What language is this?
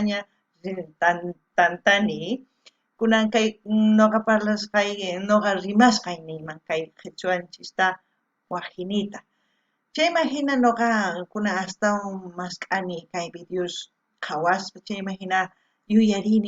South Bolivian Quechua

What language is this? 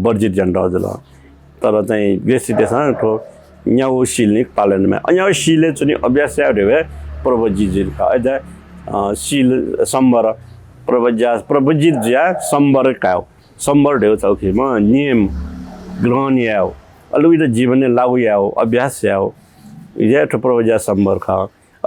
Newari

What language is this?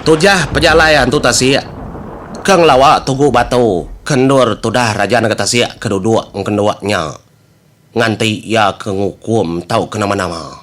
Iban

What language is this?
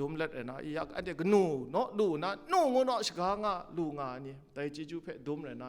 Kachin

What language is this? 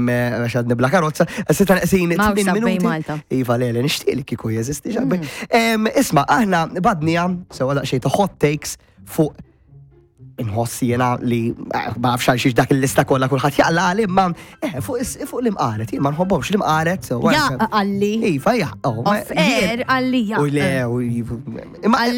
Maltese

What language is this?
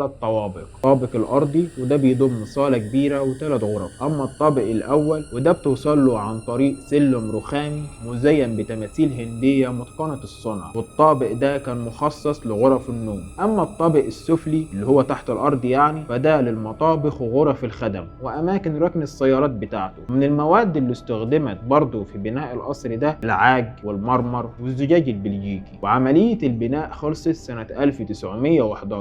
Egyptian Arabic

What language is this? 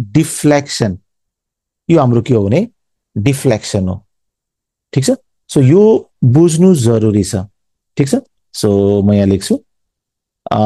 Nepali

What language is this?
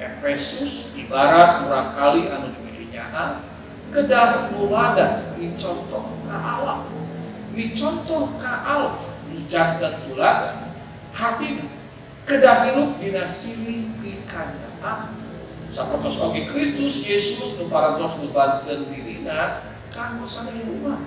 Sundanese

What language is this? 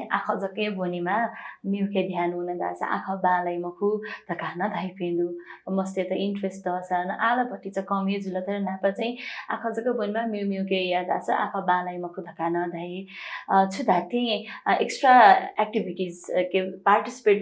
Newari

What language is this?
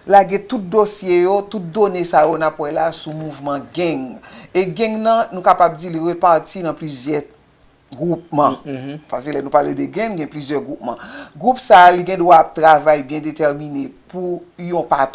Haitian Creole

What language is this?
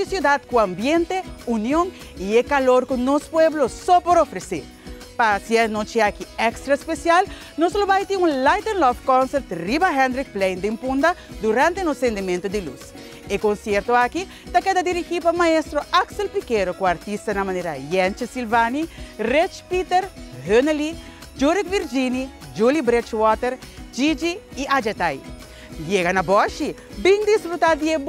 Papiamento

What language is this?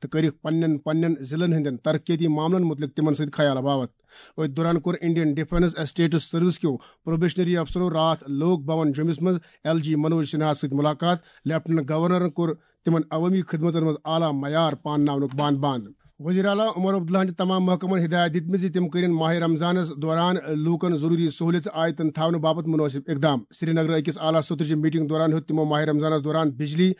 Kashmiri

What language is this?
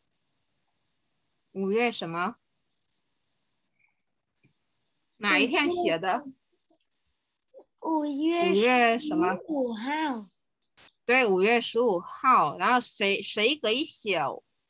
Chinese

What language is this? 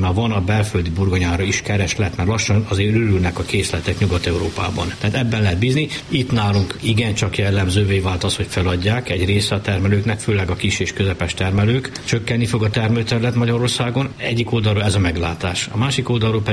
Hungarian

